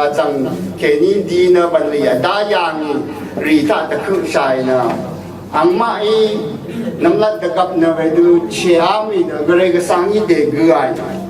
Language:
Rawang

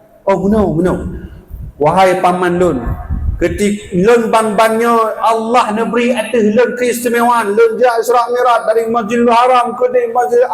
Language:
Achinese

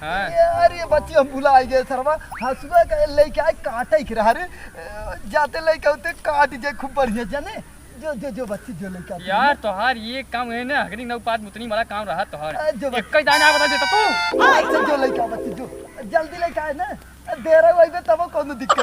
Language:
Awadhi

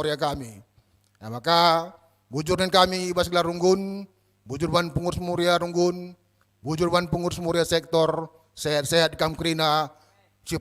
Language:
Batak Karo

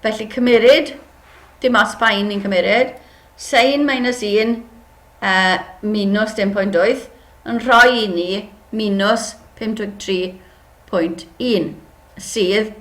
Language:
Welsh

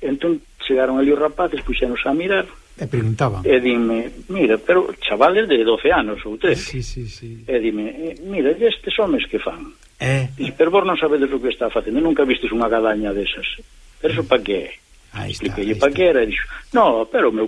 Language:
Galician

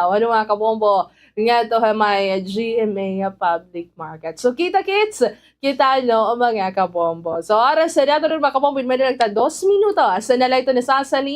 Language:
Waray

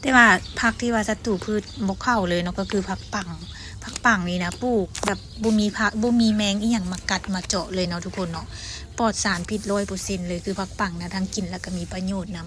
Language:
Lao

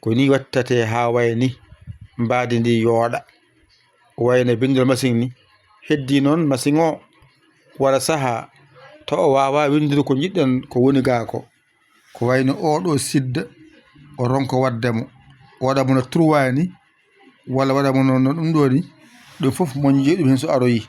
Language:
Fula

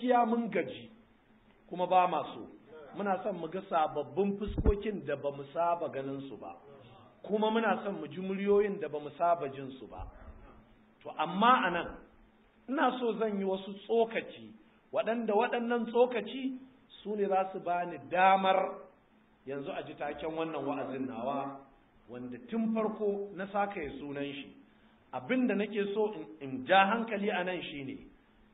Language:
Hausa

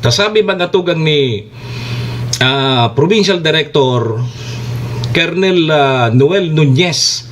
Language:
Bikol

